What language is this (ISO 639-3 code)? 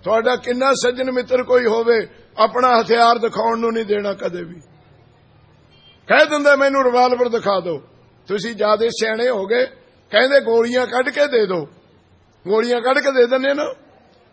pan